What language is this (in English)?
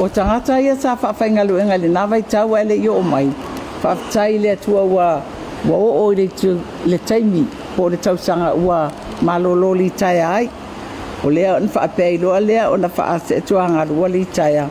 Samoan